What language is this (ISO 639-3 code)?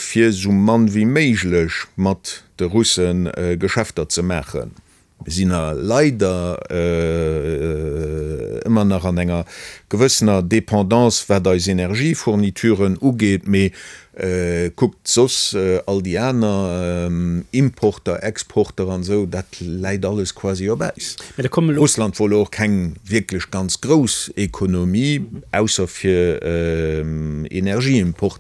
ltz